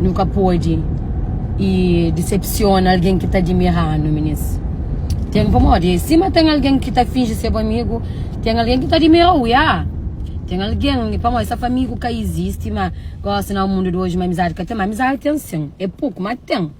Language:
Kabuverdianu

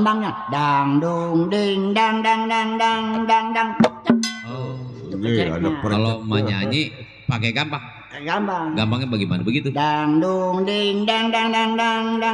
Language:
Betawi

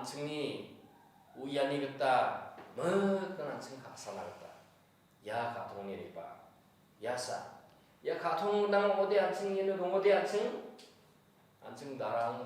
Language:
Garo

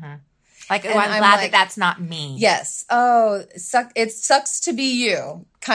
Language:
English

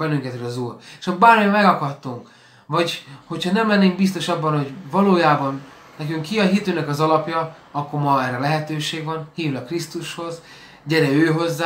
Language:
Hungarian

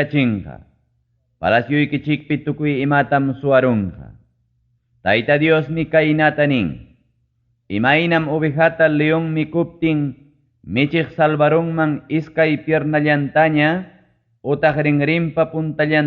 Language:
Ayacucho Quechua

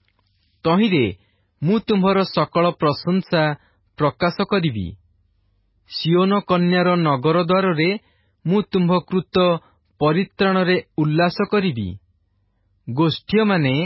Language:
Odia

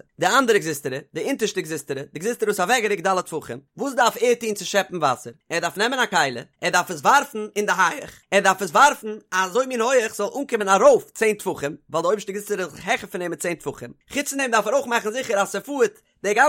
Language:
Yiddish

